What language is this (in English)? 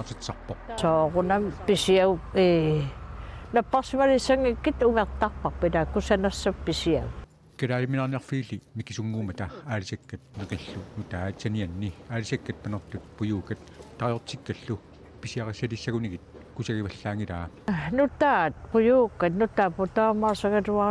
Kalaallisut